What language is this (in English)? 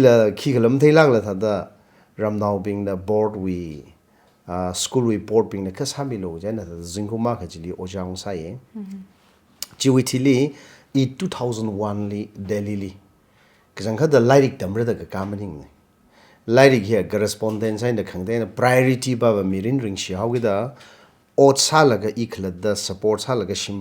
Tangkhul Naga (India)